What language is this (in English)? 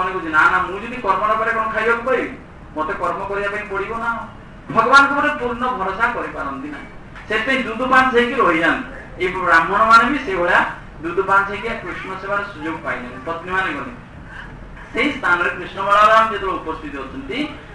Odia